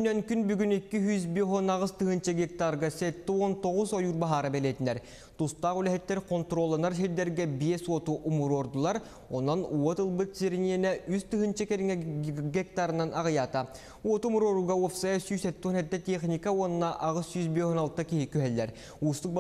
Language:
Yakut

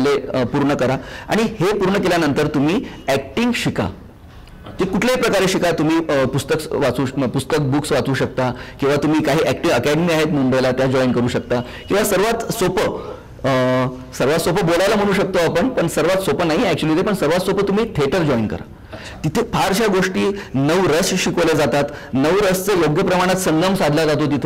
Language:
Marathi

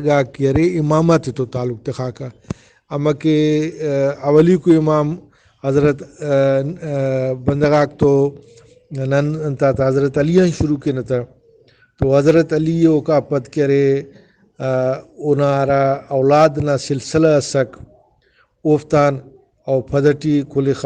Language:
Brahui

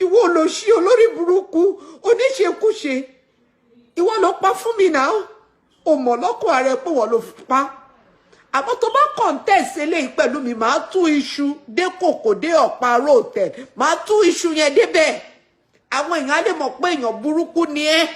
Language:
Yoruba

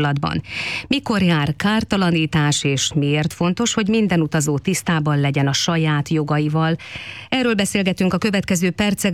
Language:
Hungarian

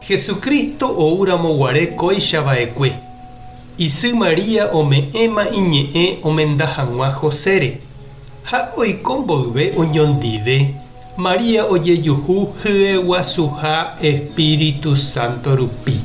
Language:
Guarani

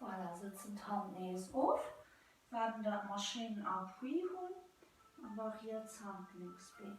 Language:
Luxembourgish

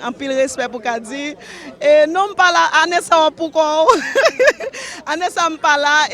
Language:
Haitian Creole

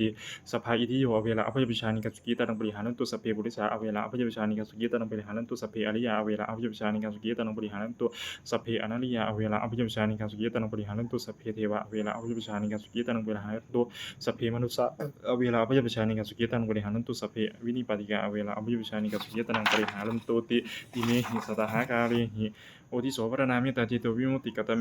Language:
Pali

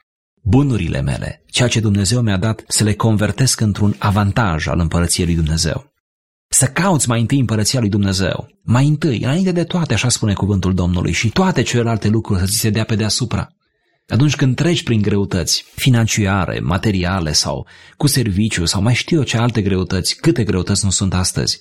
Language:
Romanian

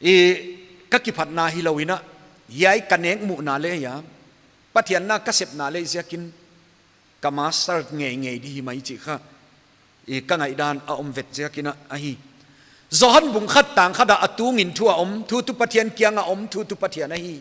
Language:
Paite Chin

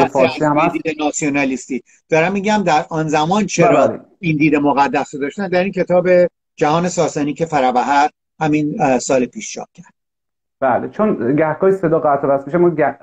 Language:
Persian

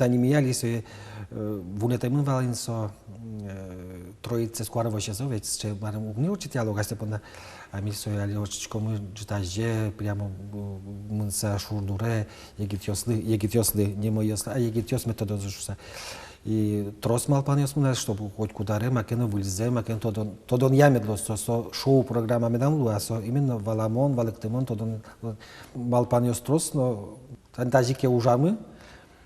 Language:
Udmurt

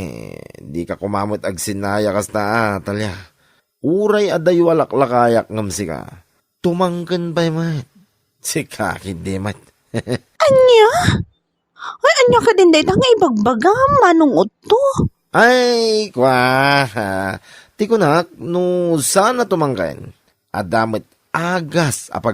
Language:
Iloko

